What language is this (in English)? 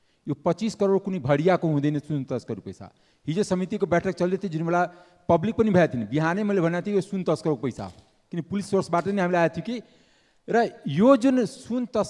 Nepali